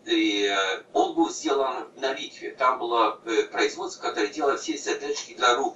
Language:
Russian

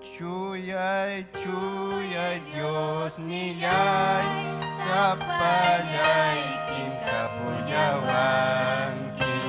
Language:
Ayacucho Quechua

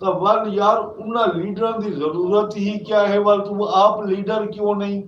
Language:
Saraiki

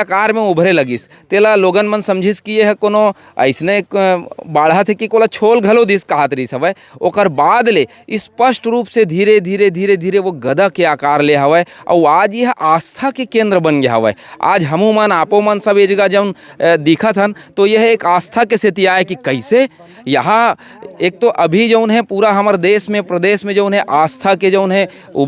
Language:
Chhattisgarhi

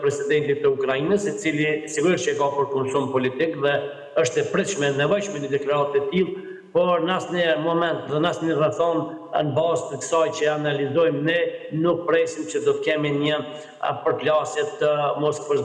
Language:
Albanian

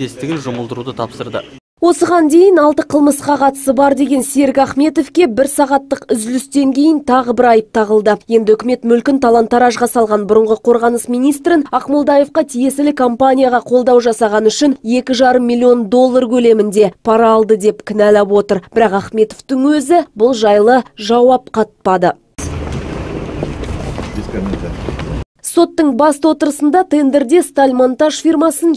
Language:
Kazakh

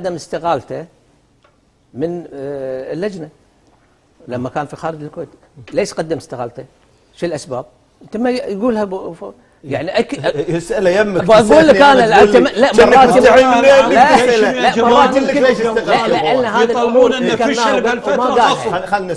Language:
Gulf Arabic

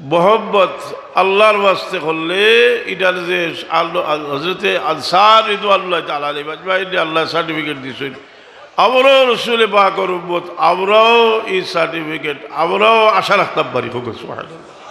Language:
Sylheti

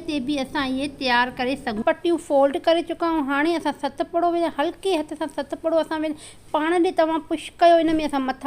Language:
Sindhi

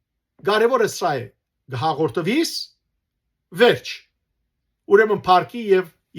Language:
Western Armenian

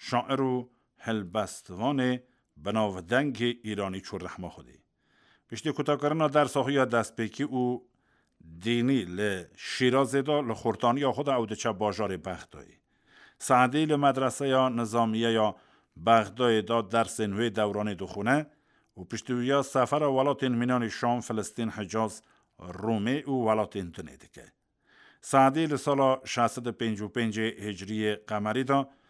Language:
Kurdish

